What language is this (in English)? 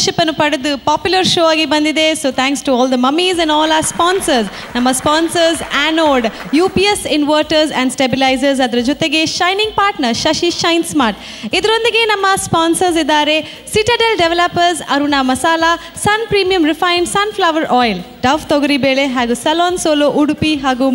Kannada